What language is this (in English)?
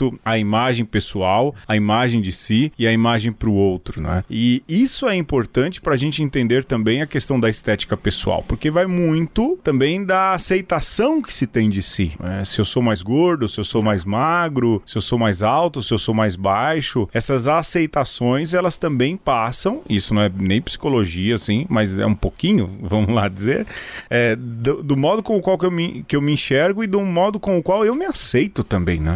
Portuguese